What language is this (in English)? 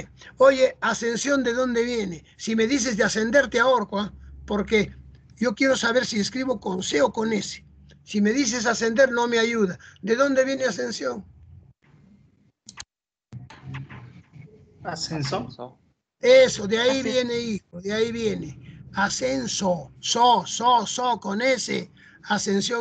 Spanish